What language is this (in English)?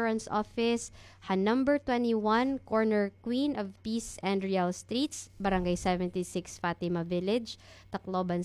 Waray